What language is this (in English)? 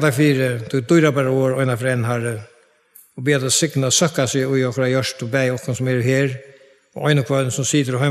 Faroese